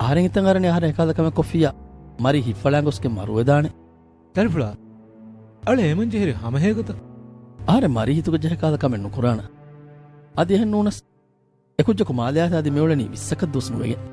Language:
Divehi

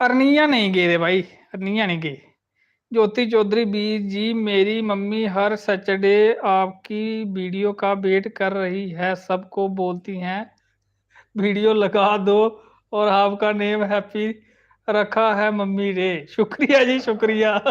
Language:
Dogri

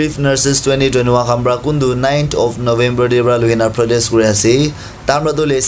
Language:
Naga Pidgin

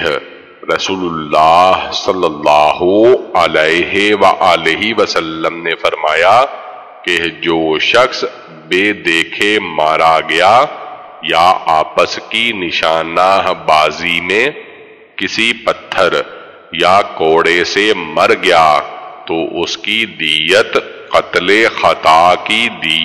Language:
Urdu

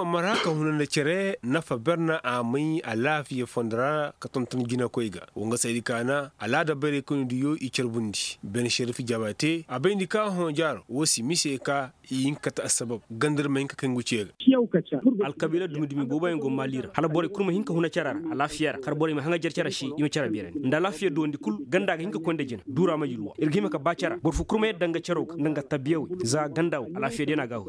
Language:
Koyraboro Senni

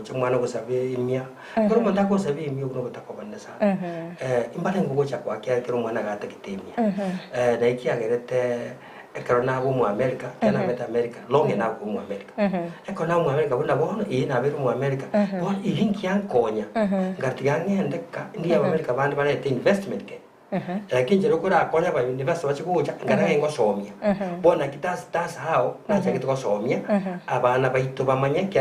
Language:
Gusii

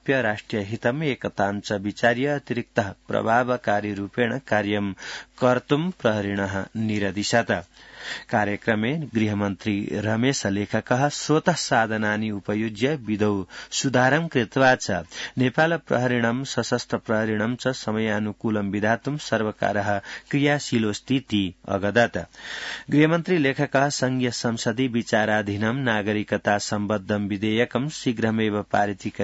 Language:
Sanskrit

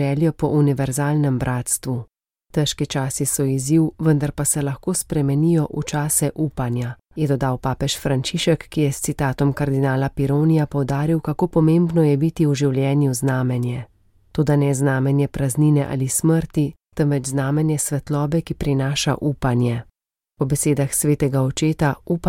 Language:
Slovenian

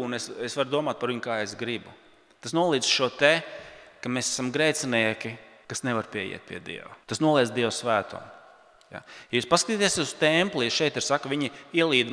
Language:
Latvian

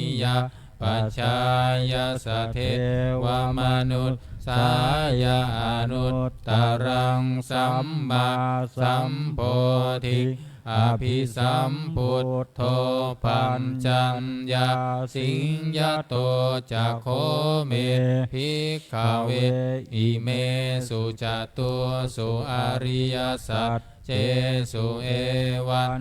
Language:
Pali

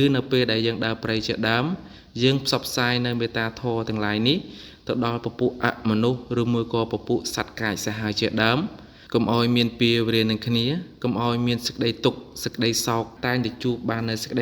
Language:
Khmer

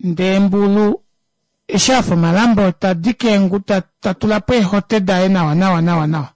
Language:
Kuanyama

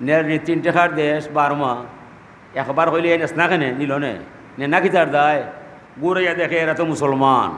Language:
Sylheti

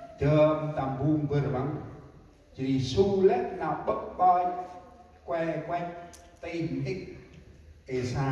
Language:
Central Mnong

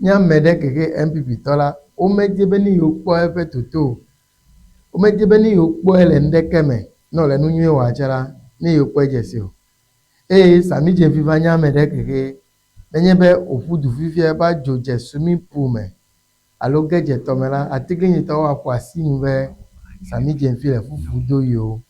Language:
Ewe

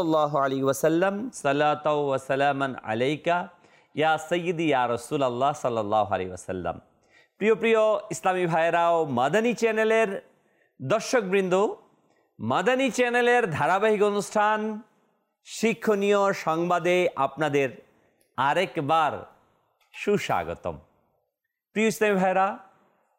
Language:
Bangla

